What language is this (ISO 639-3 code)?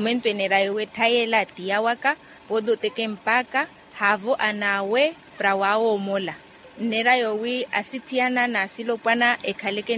vmw